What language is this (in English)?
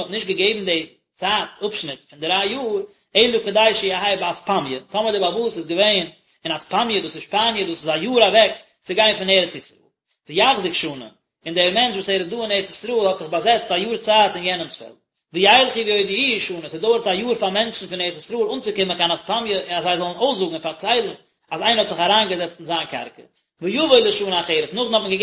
Yiddish